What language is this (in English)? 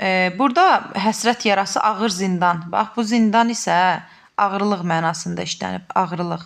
Azerbaijani